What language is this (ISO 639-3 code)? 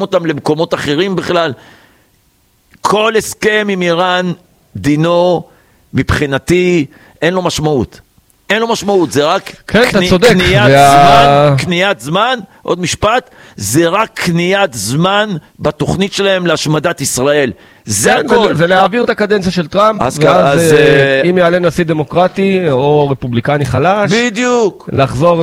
heb